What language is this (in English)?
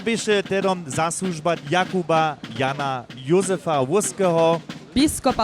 Upper Sorbian